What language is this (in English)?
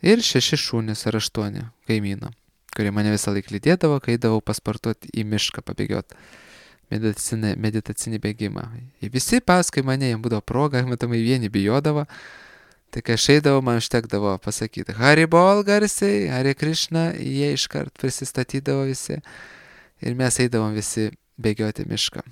Lithuanian